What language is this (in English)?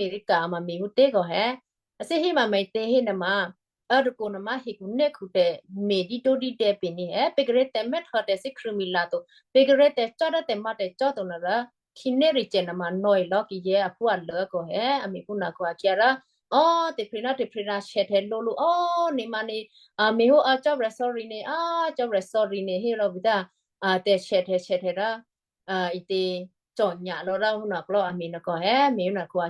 Western Kayah